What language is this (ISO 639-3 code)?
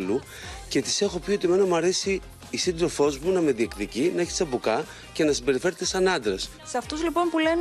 ell